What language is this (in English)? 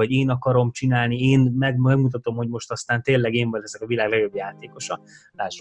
Hungarian